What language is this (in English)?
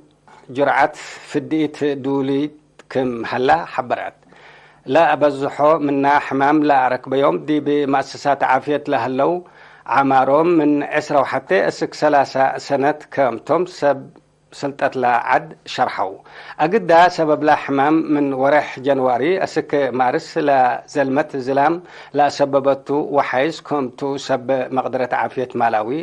Tigre